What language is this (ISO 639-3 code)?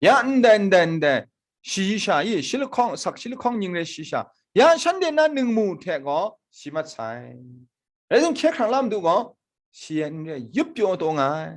kac